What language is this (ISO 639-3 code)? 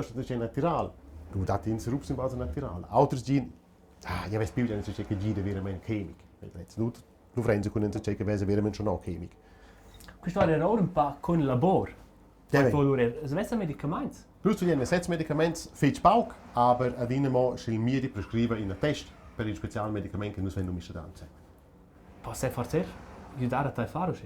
roh